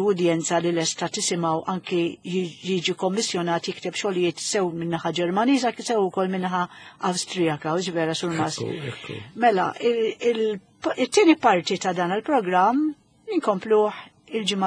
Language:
Maltese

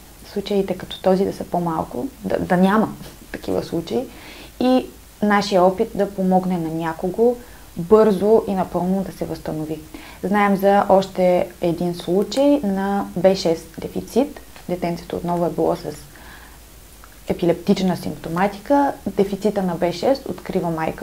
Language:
Bulgarian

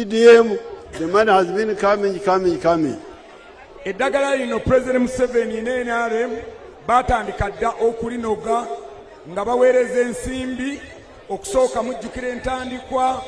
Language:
Ganda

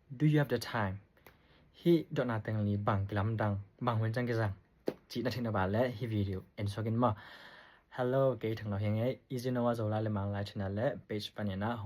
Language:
Tedim Chin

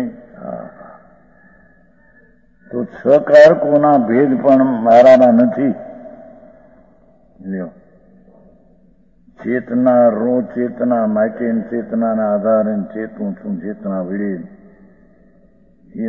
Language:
Gujarati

